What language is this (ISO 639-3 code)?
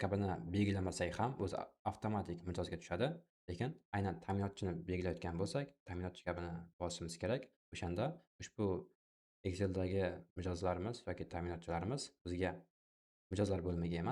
uzb